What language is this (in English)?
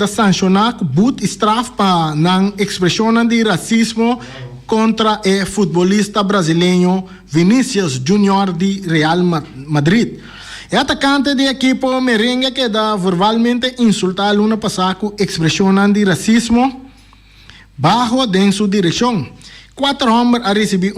Papiamento